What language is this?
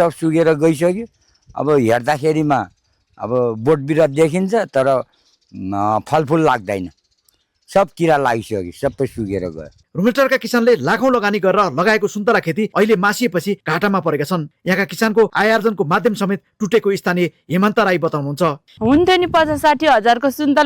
Nepali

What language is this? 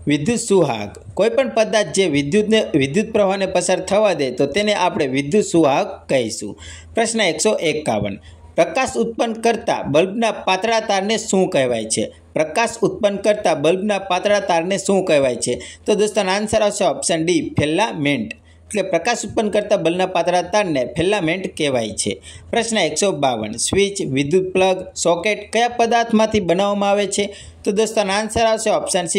Gujarati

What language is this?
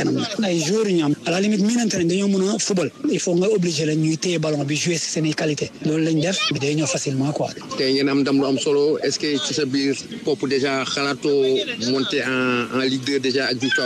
Wolof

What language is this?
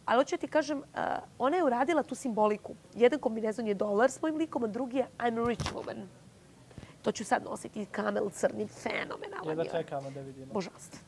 Bosnian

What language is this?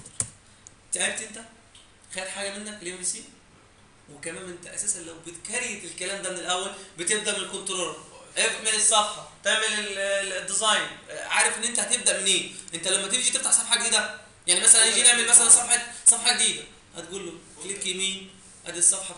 Egyptian Arabic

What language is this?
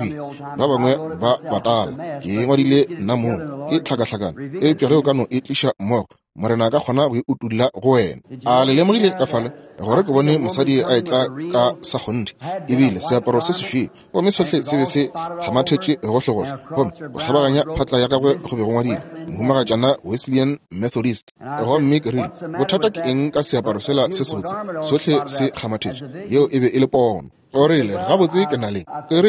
Northern Sotho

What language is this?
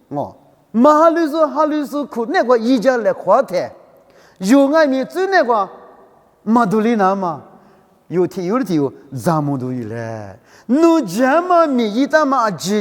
Lisu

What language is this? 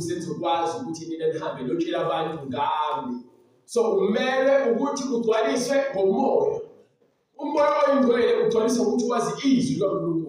Zulu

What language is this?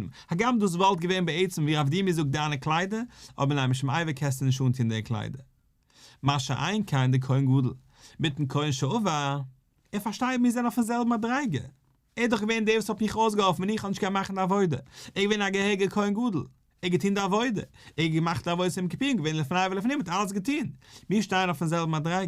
Yiddish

